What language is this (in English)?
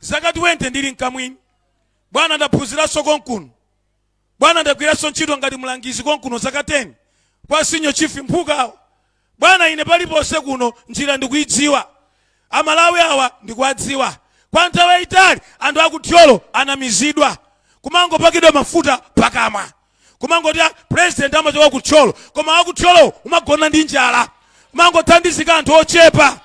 Nyanja